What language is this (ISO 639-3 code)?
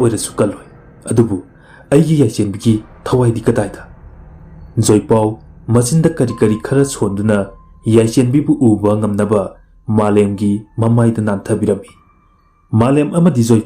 mni